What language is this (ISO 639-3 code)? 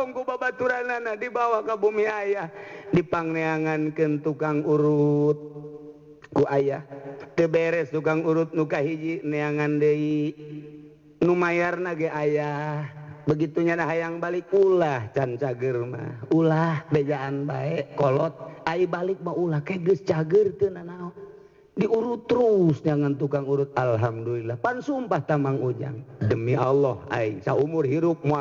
sun